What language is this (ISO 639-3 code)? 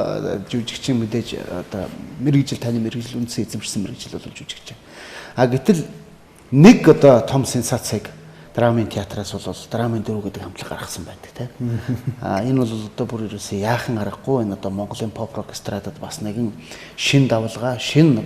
mon